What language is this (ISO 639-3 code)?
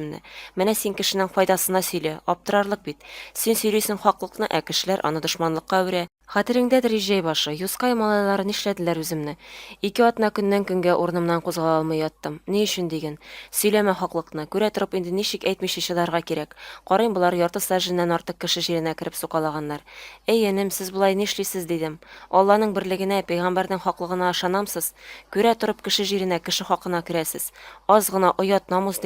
tat